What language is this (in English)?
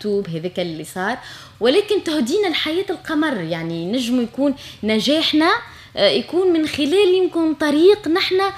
Tunisian Arabic